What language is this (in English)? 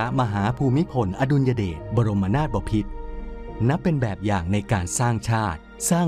Thai